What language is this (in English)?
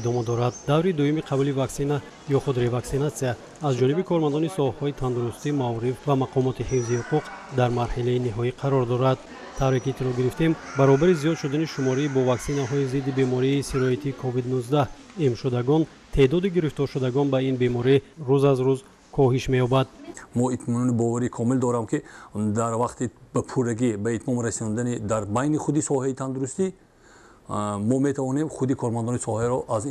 Tajik